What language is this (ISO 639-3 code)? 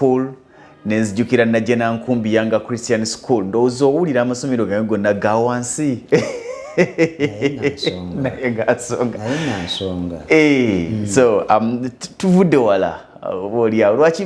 lug